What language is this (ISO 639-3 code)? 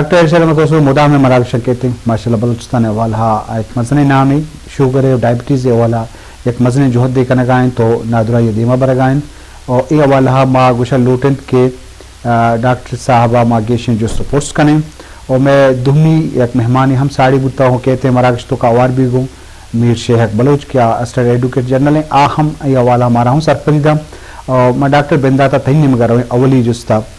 bgp